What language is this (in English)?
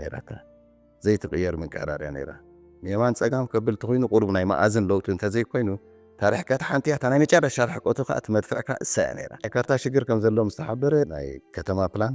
Tigrinya